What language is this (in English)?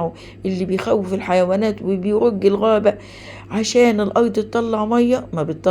Egyptian Arabic